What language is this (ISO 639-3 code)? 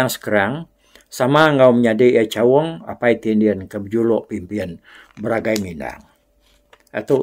iba